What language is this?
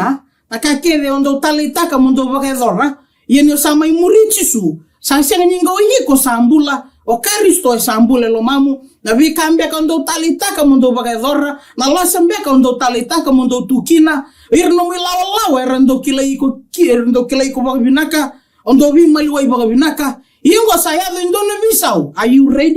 Fijian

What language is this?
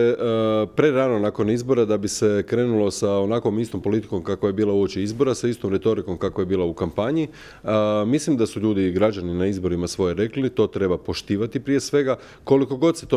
Croatian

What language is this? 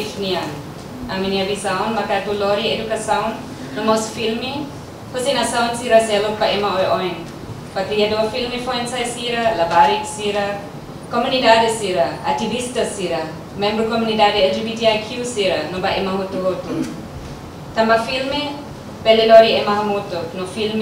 Tetum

